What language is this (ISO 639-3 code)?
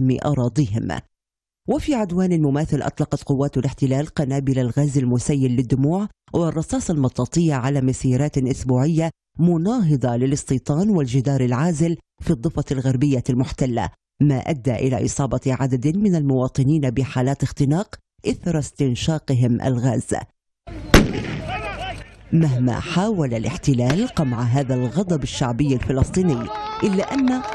ara